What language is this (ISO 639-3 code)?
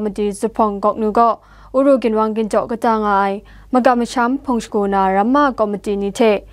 kac